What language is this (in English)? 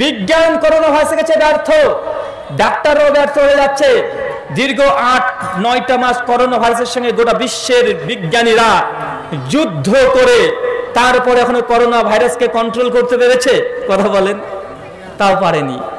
Bangla